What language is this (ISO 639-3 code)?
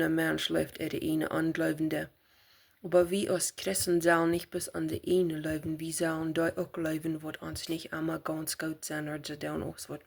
pdt